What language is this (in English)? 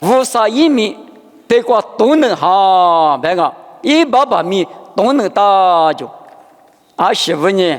Lisu